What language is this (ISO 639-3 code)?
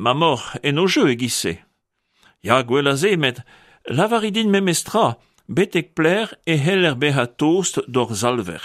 bre